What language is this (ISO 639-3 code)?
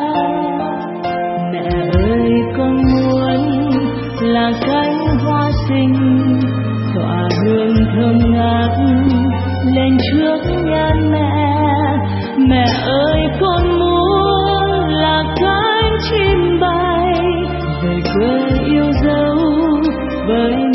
vie